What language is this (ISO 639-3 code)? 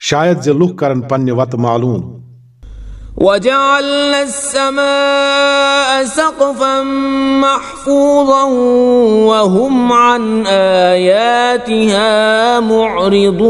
kas